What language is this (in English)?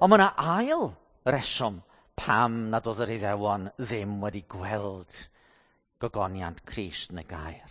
Welsh